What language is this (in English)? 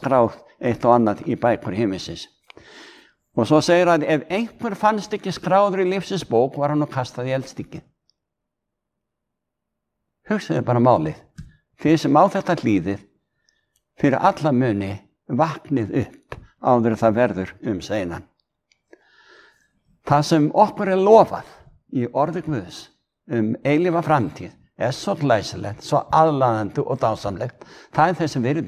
Icelandic